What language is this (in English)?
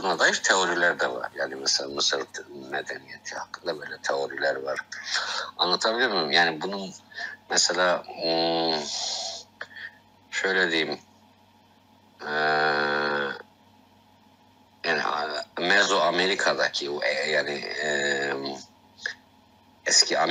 Turkish